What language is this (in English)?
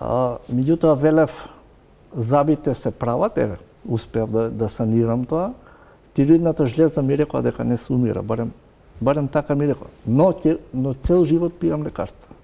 Macedonian